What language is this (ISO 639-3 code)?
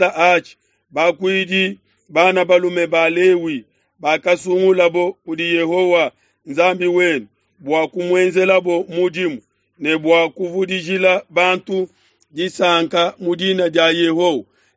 lua